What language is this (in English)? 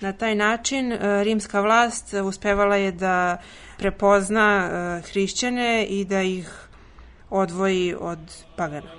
Serbian